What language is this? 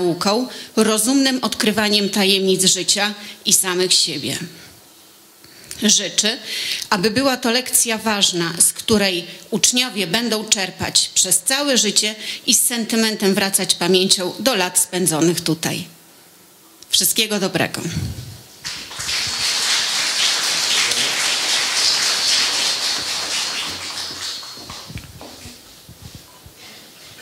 Polish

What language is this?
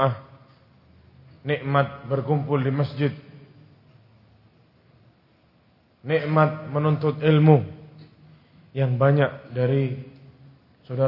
Indonesian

